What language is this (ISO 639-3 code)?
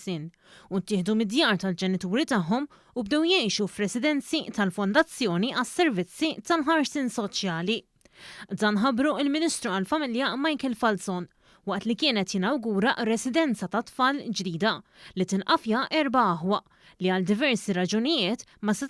mlt